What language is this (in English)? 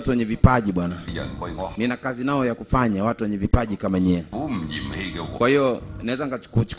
Swahili